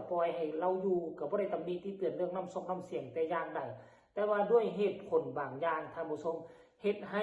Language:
Northeastern Thai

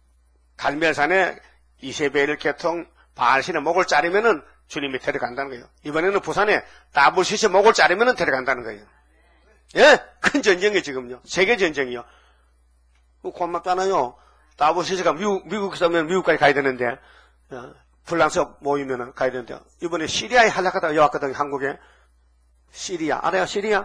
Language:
Korean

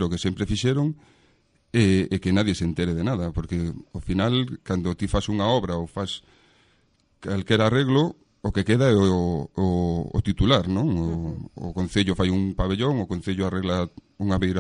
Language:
Galician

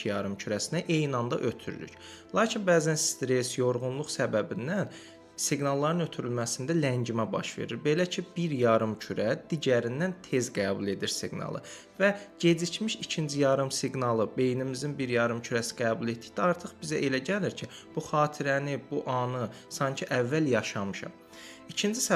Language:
Azerbaijani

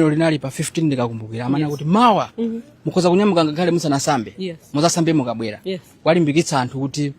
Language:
Nyanja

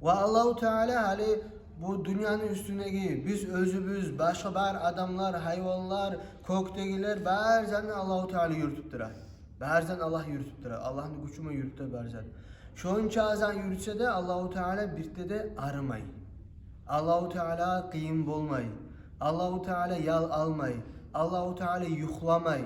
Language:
Kumyk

